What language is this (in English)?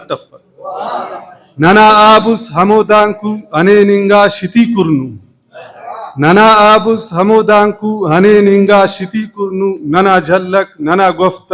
Brahui